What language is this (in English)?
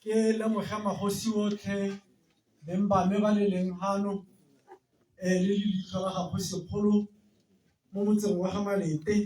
Tswana